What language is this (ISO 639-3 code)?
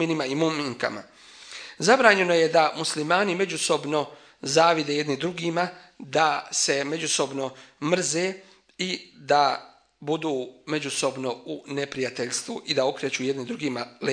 bos